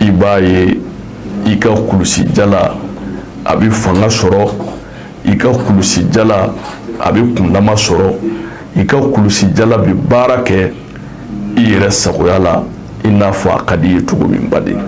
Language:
Bambara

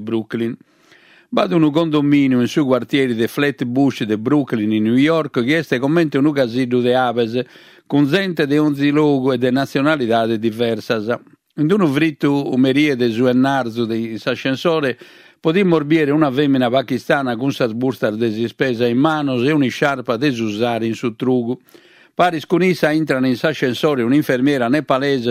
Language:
Sardinian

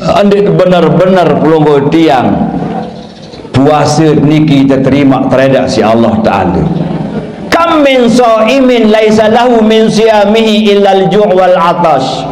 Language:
Sasak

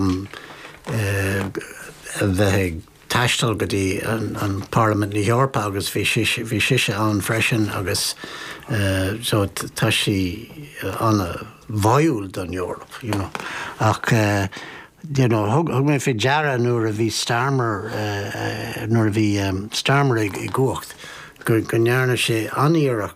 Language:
Irish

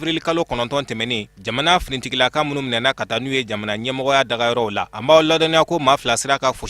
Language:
Bambara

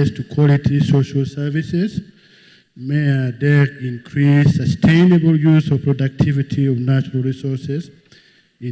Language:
Acoli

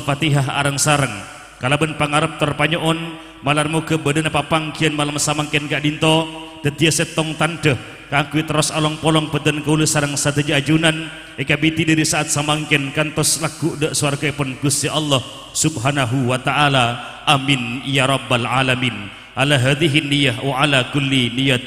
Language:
Madurese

